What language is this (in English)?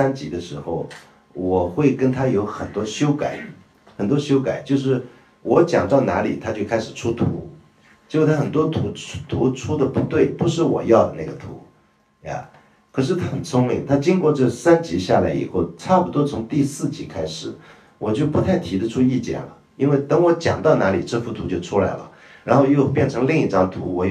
Chinese